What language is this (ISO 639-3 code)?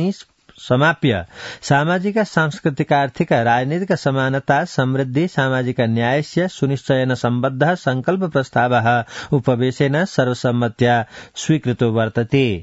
san